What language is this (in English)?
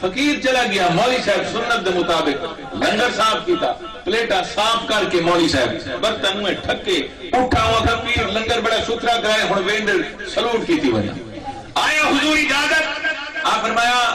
Saraiki